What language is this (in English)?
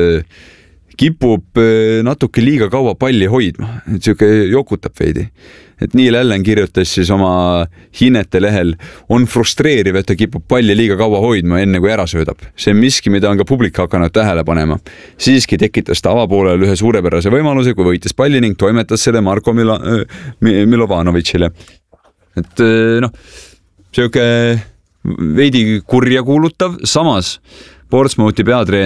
Estonian